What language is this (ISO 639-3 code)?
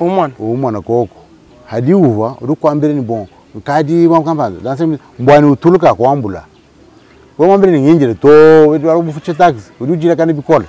lua